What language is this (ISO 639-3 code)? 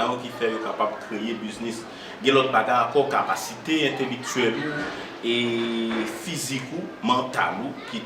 hat